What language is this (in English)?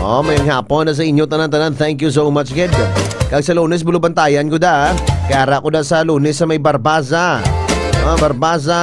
Hiligaynon